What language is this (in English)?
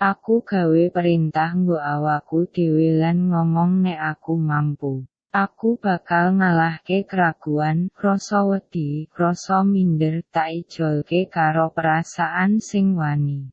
Javanese